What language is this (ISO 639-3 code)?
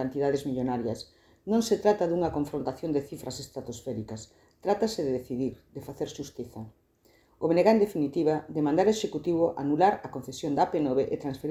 glg